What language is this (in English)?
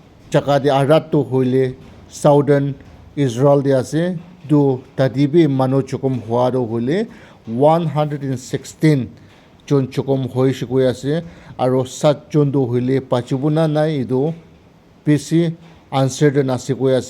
Naga Pidgin